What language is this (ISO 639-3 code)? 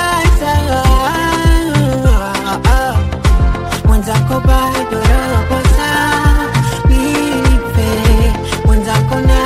swa